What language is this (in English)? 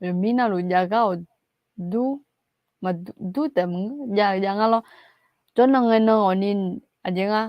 Akha